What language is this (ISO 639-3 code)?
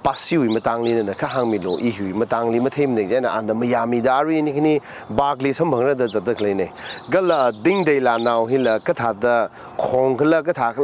nmf